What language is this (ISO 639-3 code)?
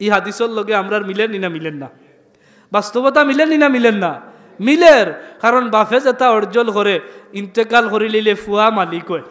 syl